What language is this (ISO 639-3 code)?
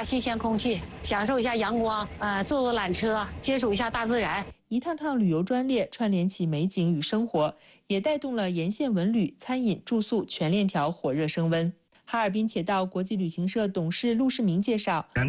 zho